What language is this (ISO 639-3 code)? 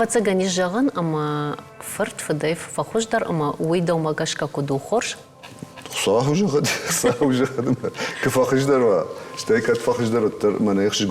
oss